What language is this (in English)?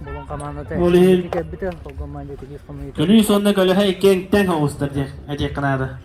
Yakut